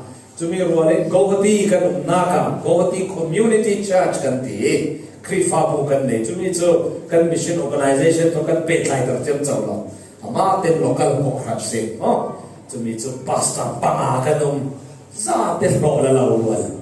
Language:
Falam Chin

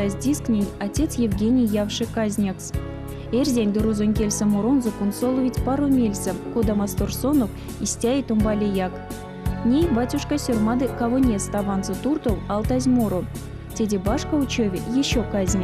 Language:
Erzya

